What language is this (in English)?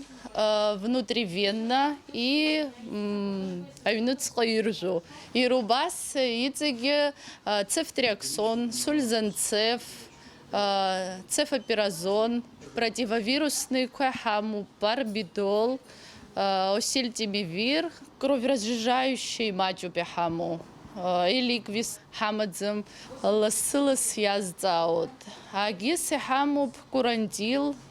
Abkhazian